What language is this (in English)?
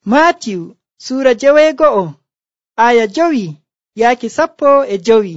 Nigerian Fulfulde